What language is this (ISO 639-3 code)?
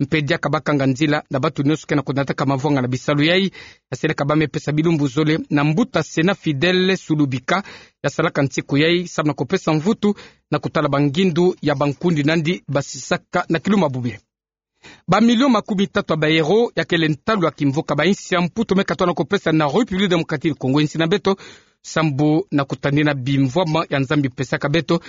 ktu